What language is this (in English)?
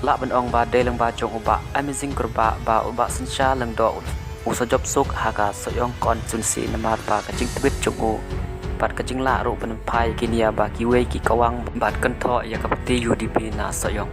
Khasi